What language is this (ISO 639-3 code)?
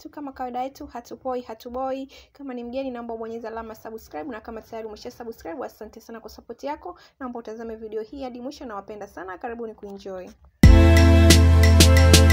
swa